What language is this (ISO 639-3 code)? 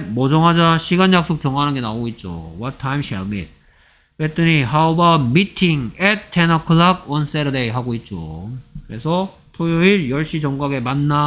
kor